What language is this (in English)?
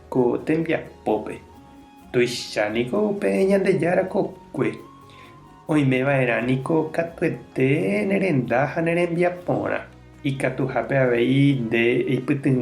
Guarani